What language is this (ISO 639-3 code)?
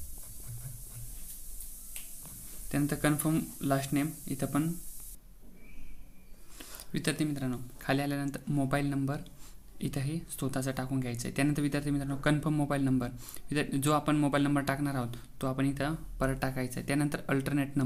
mar